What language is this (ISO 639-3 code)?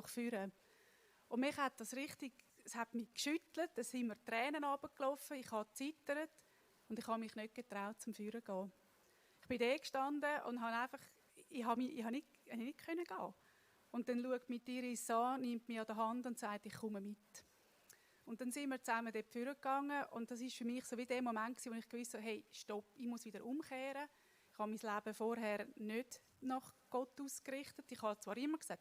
gsw